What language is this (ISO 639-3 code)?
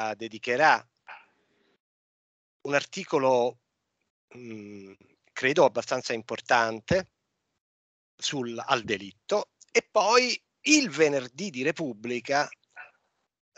ita